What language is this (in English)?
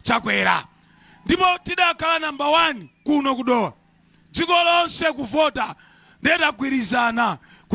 Nyanja